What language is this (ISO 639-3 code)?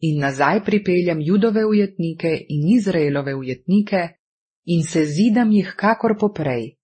slv